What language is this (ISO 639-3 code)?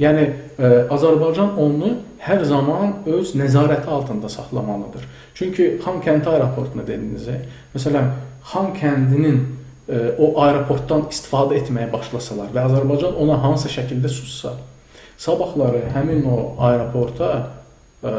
aze